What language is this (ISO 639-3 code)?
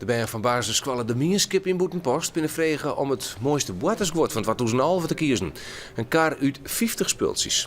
fry